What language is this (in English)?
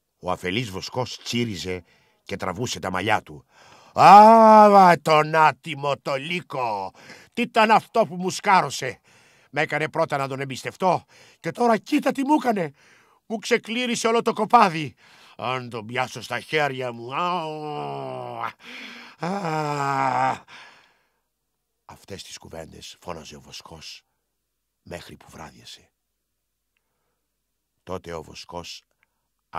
Greek